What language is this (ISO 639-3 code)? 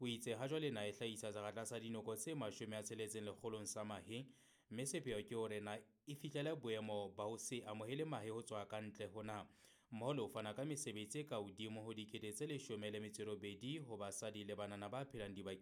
sot